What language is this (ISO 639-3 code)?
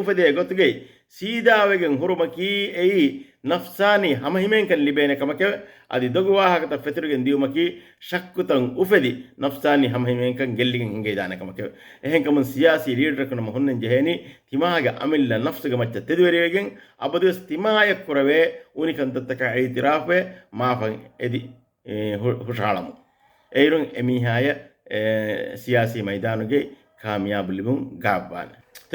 div